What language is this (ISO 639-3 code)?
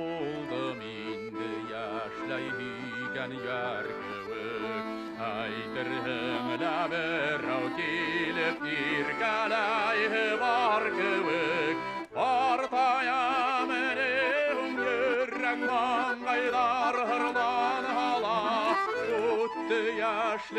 bak